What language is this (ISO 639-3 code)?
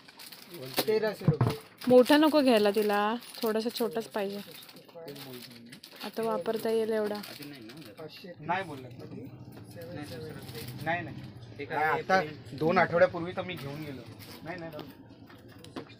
mar